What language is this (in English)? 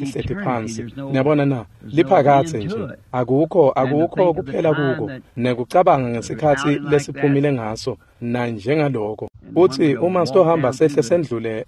Swati